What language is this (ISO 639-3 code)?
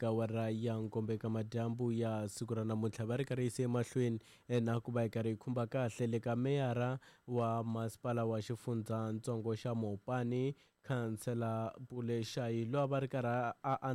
tso